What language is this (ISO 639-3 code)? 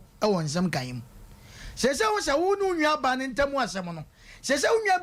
aka